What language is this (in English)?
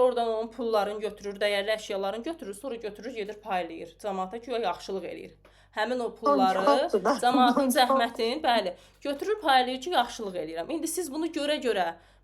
Azerbaijani